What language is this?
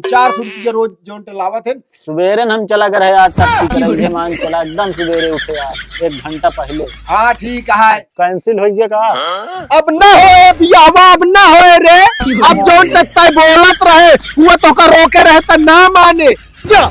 Awadhi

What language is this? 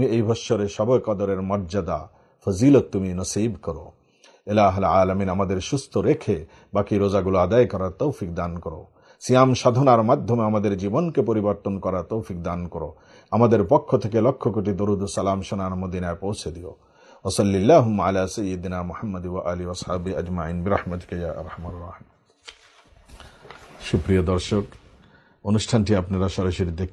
Bangla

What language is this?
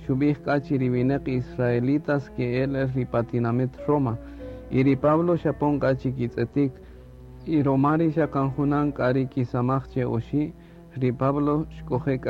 Kaqchikel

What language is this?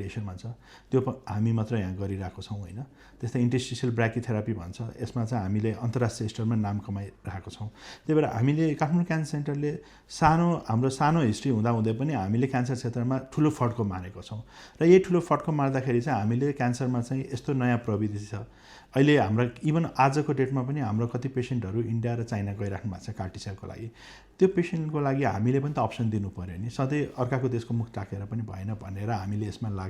Nepali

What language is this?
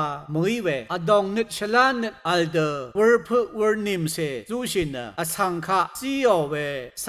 Rawang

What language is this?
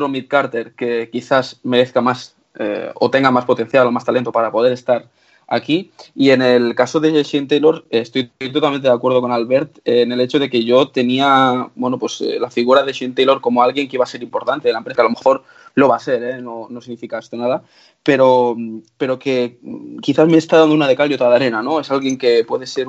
Spanish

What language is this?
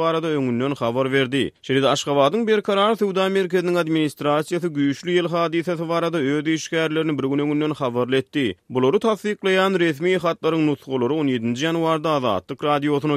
Turkmen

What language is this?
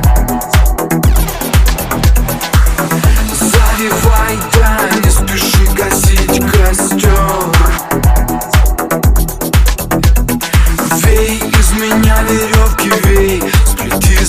Russian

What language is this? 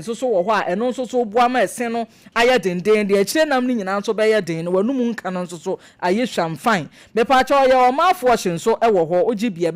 Akan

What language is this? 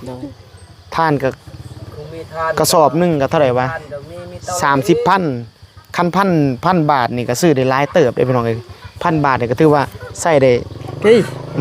Northeastern Thai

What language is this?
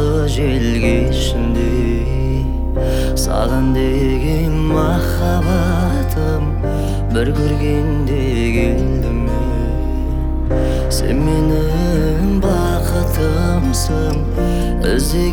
Kazakh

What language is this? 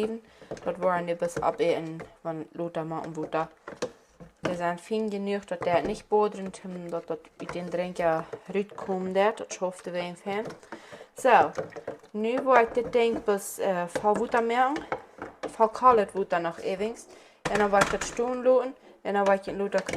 Plautdietsch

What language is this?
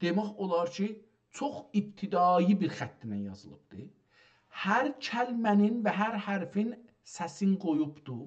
South Azerbaijani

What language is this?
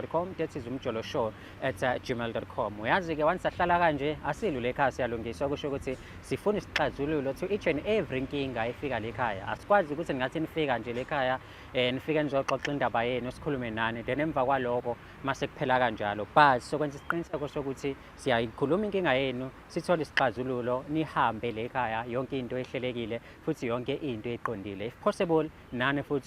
Zulu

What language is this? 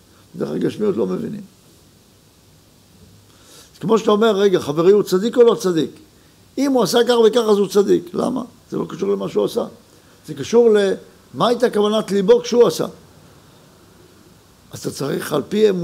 Hebrew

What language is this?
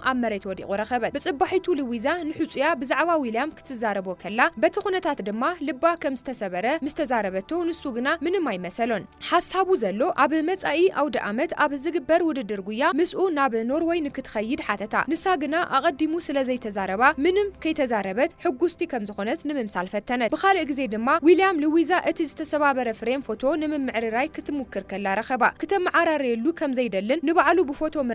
Tigrinya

